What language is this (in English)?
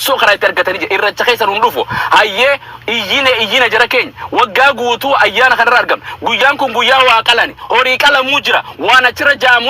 Oromo